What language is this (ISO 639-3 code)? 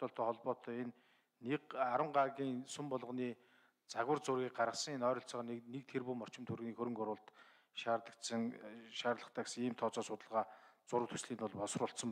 mon